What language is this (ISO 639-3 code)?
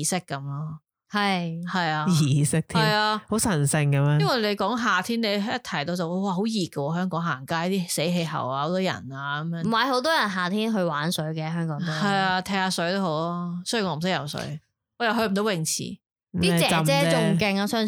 yue